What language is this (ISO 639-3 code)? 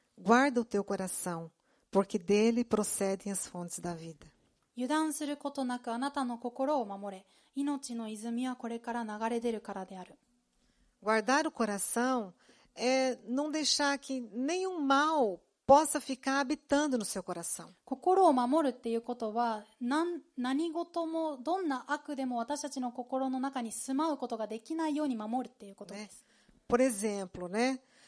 glg